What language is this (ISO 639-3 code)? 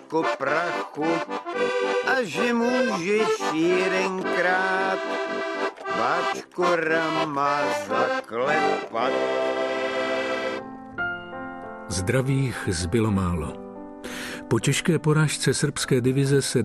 ces